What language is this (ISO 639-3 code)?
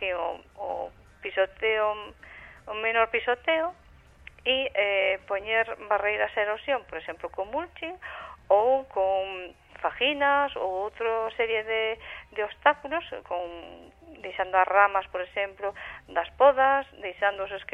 glg